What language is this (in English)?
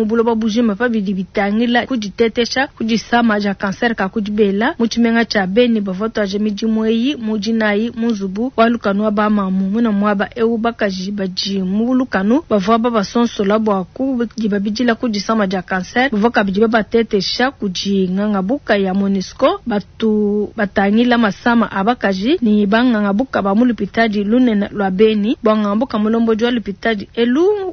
Luba-Lulua